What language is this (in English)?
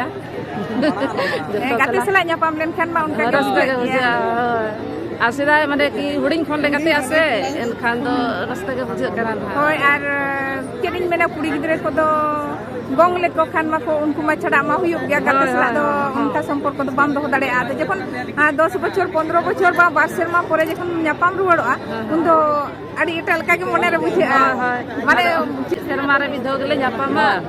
Santali